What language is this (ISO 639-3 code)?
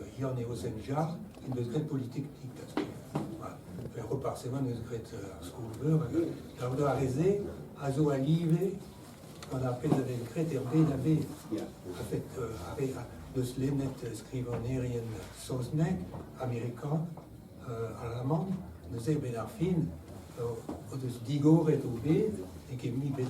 bre